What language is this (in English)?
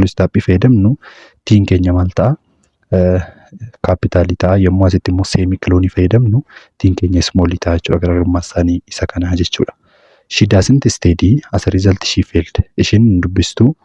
Oromo